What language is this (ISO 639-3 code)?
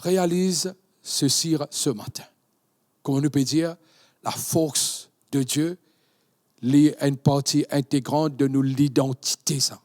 mfe